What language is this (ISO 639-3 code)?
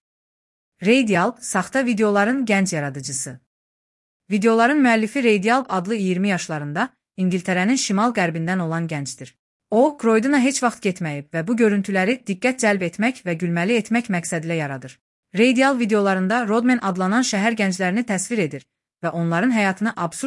aze